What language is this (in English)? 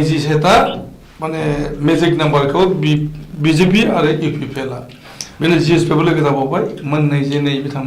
Bodo